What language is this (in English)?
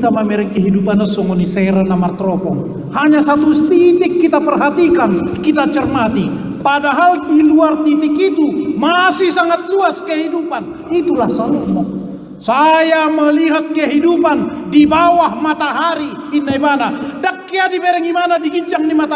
Batak Toba